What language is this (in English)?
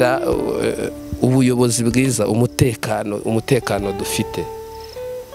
Kinyarwanda